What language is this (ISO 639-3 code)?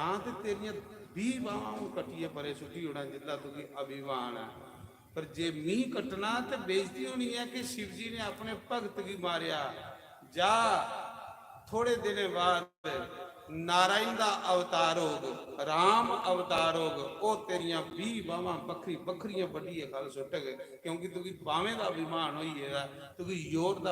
doi